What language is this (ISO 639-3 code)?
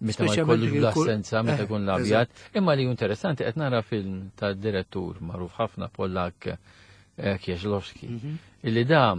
mlt